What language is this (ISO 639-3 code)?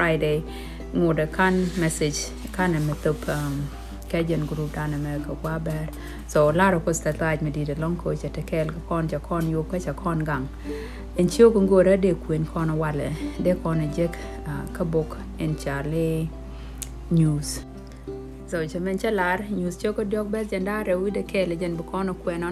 nus